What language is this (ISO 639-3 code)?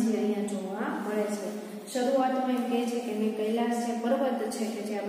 guj